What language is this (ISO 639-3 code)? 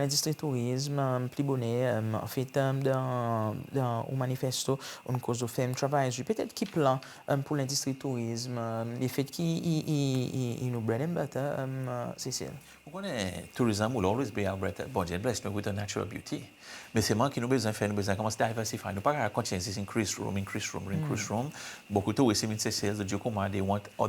crs